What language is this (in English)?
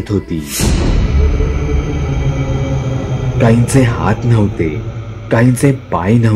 Marathi